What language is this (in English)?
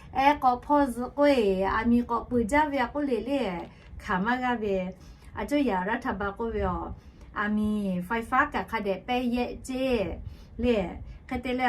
Lahu